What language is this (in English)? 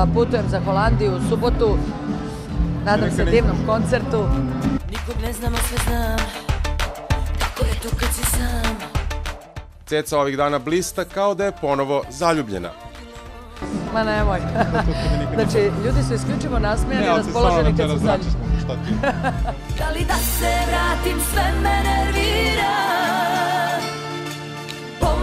Serbian